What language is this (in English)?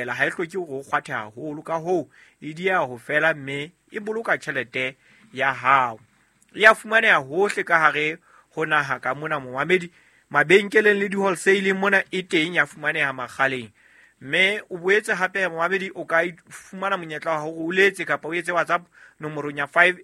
Southern Sotho